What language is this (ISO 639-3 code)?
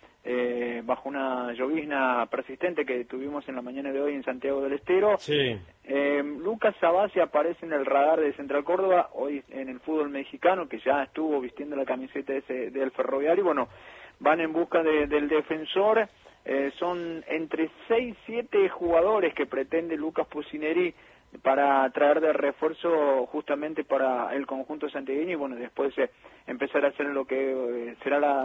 spa